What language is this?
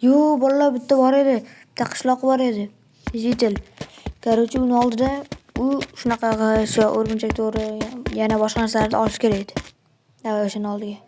Uzbek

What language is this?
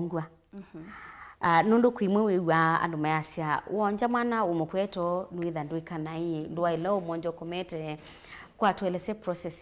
Kamba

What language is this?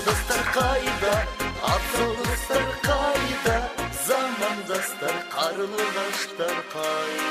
Kara-Kalpak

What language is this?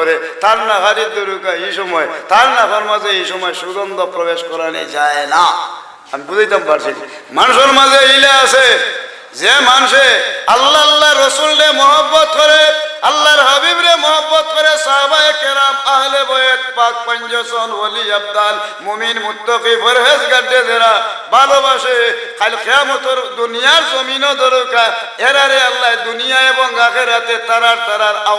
Sylheti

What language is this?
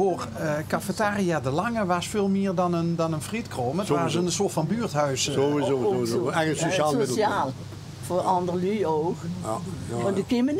Limburgish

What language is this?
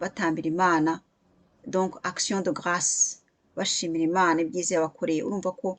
Kinyarwanda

